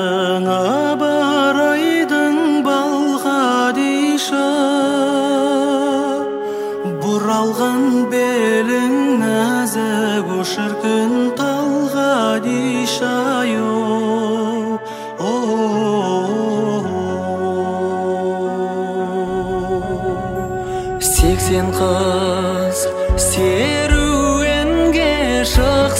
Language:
Kazakh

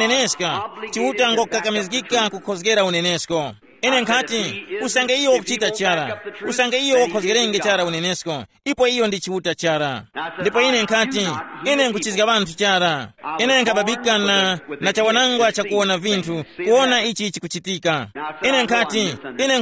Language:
Tumbuka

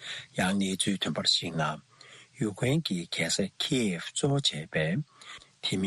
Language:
Tibetan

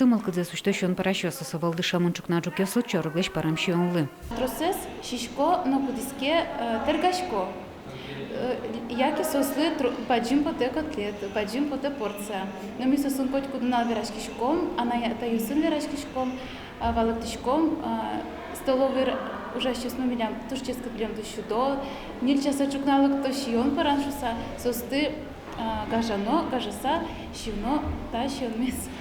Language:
Udmurt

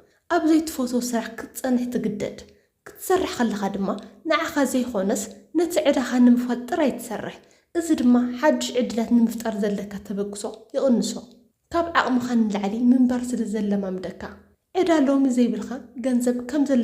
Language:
Tigrinya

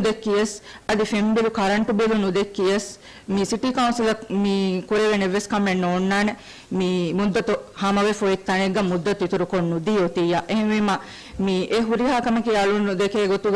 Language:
Divehi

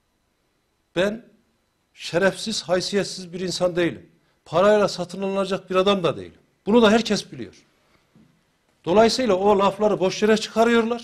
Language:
Turkish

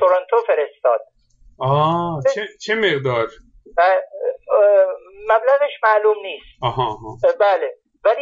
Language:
Persian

